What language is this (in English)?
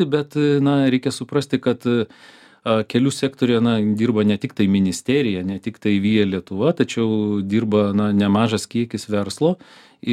Lithuanian